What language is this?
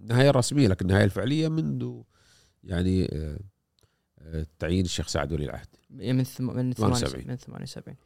Gulf Arabic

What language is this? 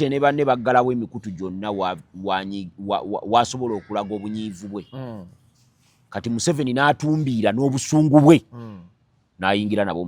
Ganda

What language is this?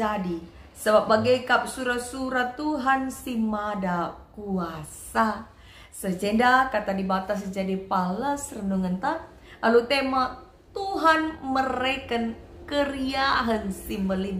Batak Karo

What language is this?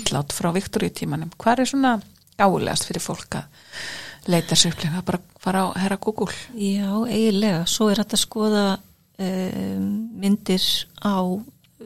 Icelandic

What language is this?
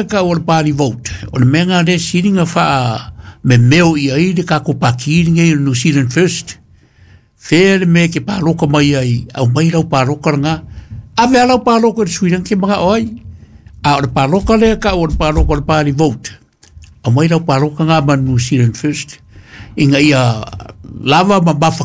Samoan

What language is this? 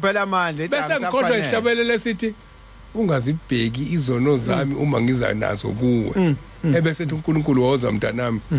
Zulu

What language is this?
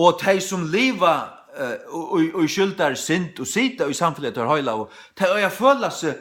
Faroese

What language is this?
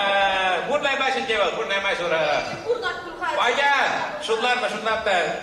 Chuvash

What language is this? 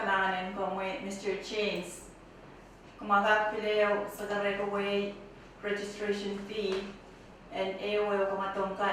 Pohnpeian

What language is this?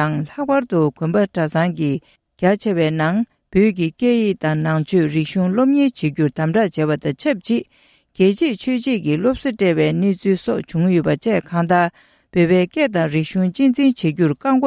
Tibetan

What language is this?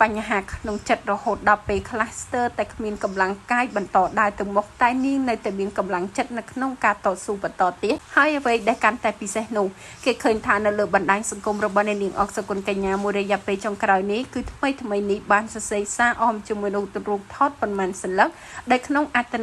Khmer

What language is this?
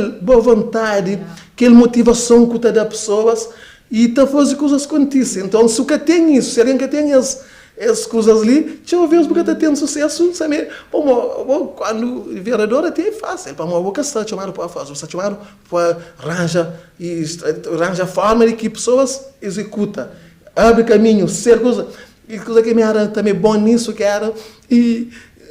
Kabuverdianu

